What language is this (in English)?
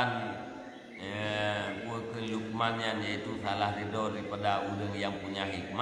Achinese